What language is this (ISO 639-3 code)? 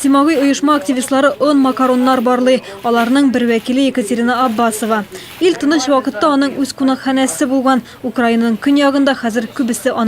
tat